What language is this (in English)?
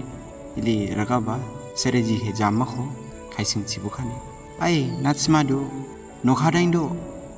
Dimasa